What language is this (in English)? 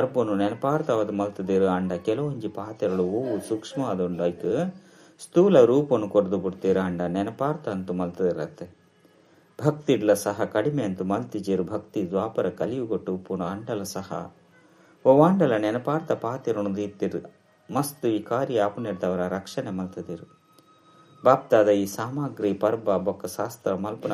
Tulu